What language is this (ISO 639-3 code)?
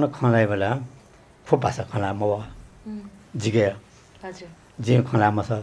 new